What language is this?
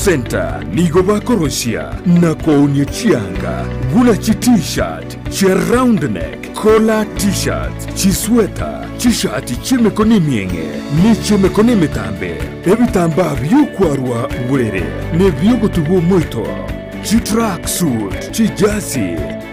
Gusii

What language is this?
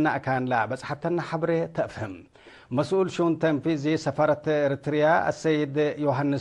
Tigre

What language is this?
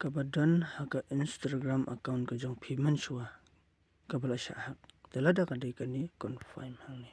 Khasi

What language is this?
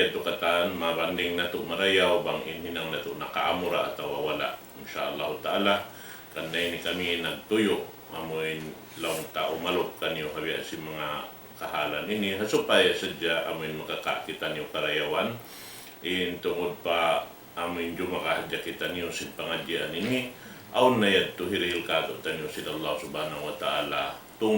Tausug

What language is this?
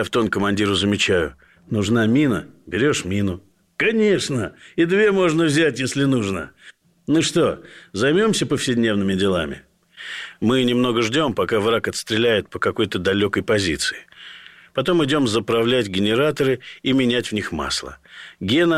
Russian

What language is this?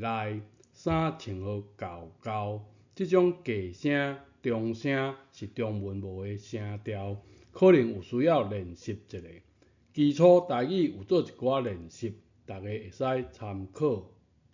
Min Nan Chinese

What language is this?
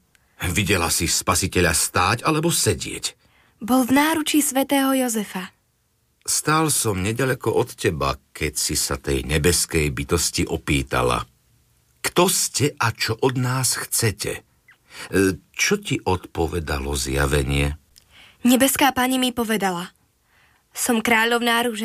Slovak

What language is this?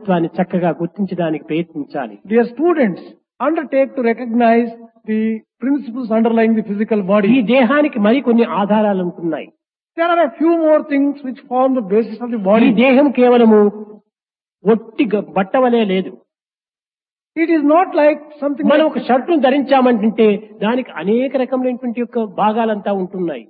Telugu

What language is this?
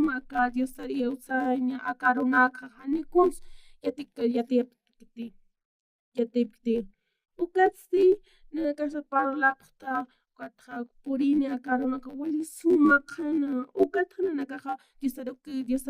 Aymara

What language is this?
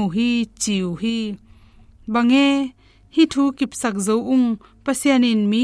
Tedim Chin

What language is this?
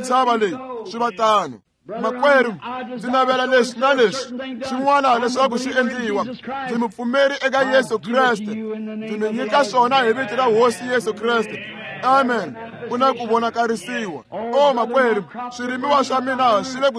Tsonga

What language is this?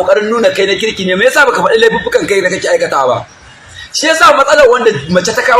Hausa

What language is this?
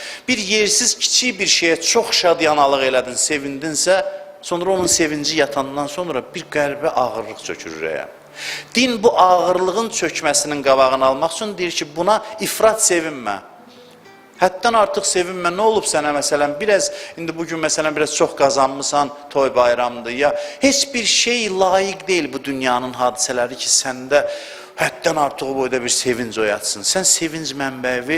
Azerbaijani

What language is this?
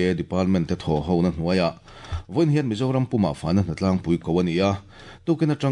Mizo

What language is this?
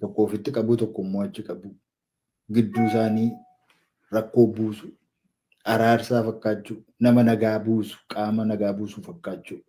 Oromo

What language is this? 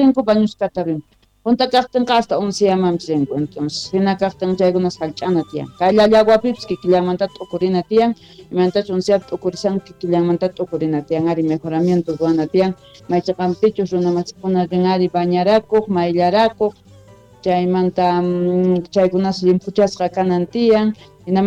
South Bolivian Quechua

